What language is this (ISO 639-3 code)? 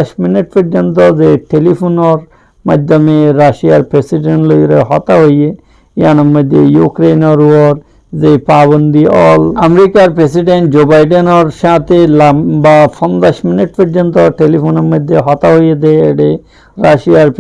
rhg